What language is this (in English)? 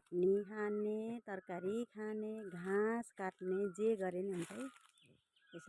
Nepali